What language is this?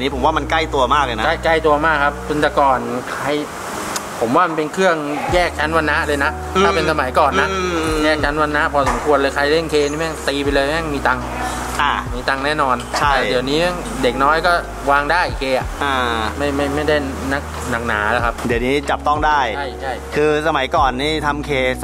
Thai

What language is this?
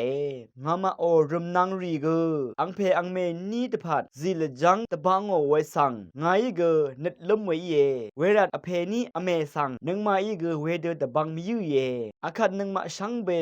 Rawang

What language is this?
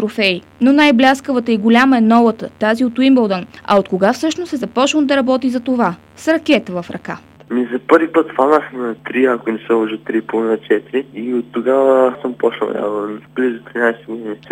Bulgarian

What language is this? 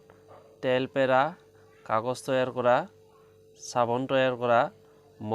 Assamese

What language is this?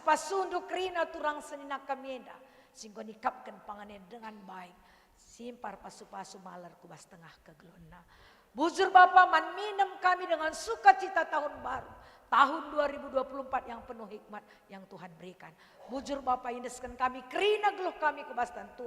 Batak Karo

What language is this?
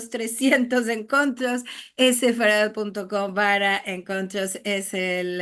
Ladino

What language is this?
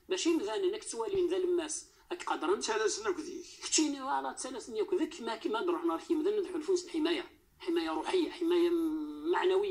Moroccan Arabic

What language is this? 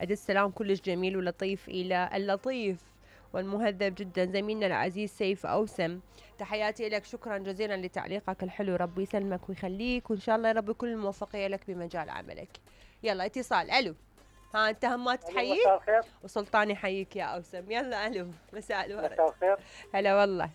Mesopotamian Arabic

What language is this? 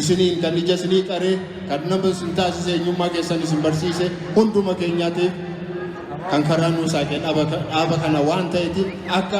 Oromo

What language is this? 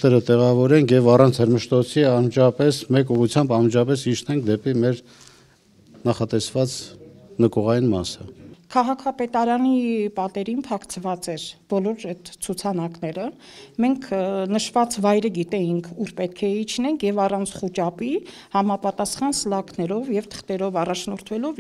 Armenian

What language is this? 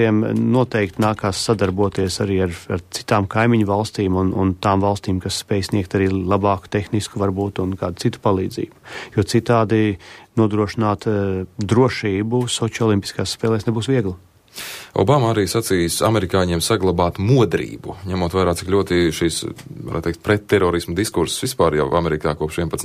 Latvian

